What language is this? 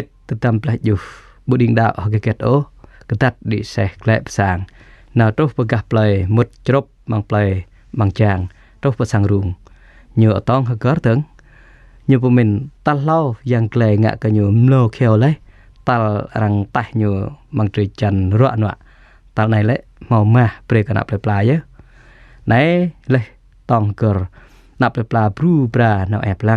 Jarai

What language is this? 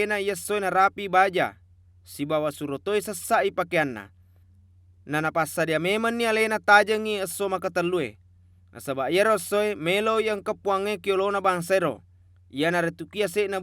Buginese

